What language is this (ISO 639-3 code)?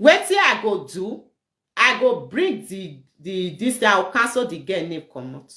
pcm